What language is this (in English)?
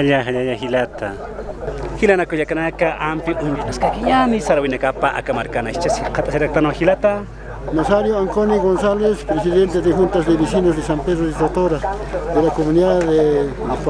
Aymara